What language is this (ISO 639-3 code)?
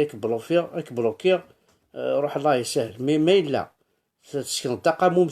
kab